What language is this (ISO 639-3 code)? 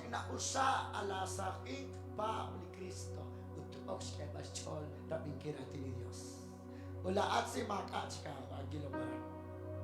kek